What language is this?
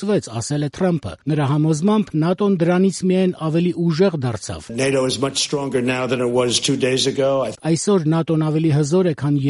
Armenian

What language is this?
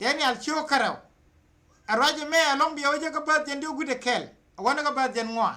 Nuer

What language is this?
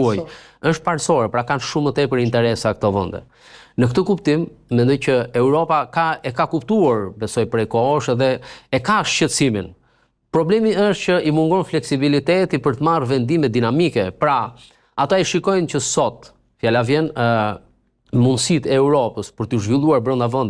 Albanian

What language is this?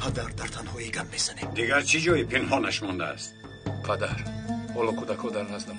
Tajik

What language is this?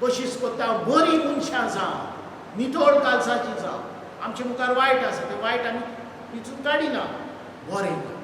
Konkani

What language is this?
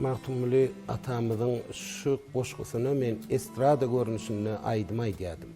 Turkmen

